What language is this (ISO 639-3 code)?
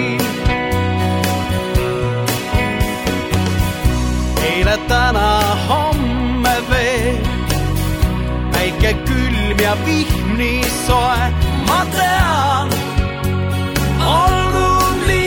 est